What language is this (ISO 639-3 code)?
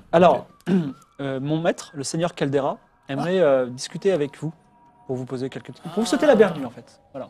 fra